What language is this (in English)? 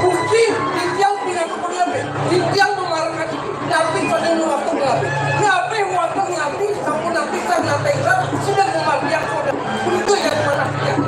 Balinese